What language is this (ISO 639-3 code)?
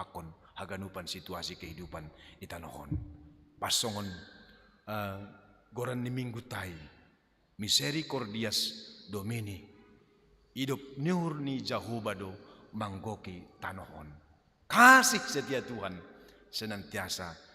bts